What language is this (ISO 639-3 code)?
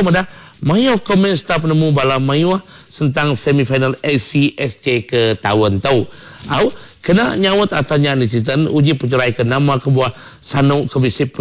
iba